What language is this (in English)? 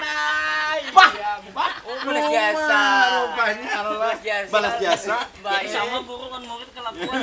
Banjar